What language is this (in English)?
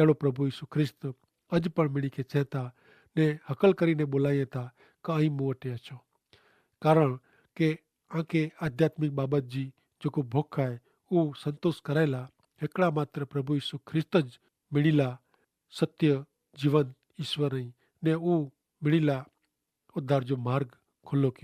Kachhi